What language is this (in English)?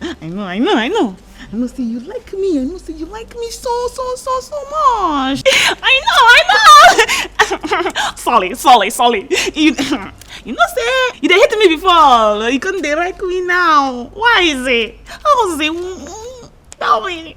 Nigerian Pidgin